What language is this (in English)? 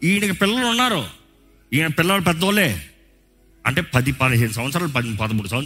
Telugu